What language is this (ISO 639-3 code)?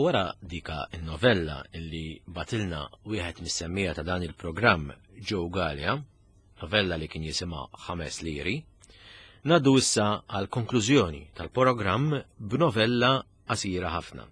mlt